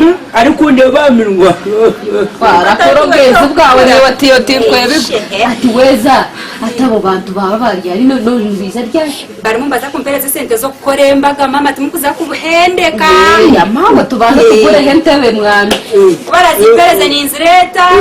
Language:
Nyankole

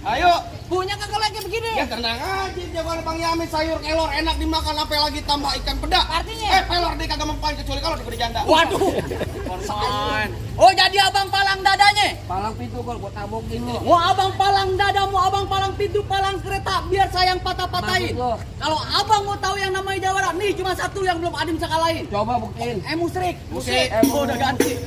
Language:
Betawi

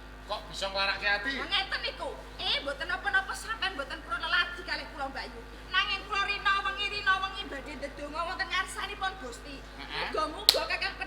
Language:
Javanese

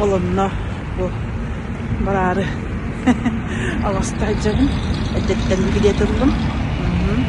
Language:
Yakut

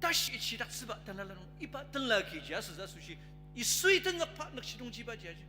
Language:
Ao Naga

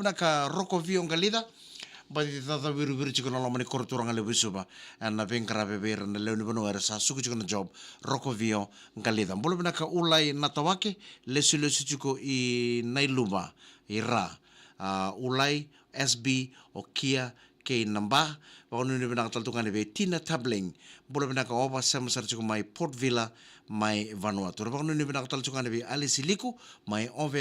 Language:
Fijian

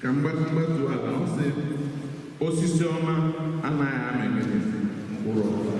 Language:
Igbo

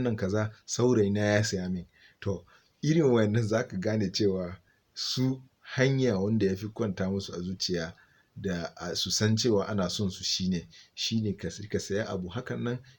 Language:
Hausa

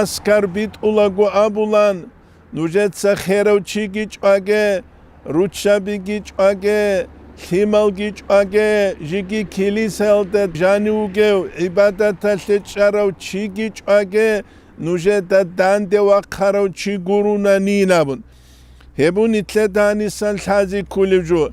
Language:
Avaric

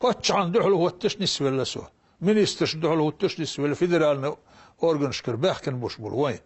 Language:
Chechen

